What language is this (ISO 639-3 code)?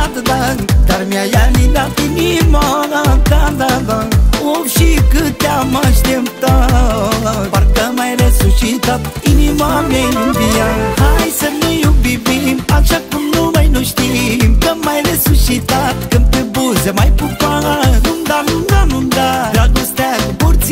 ron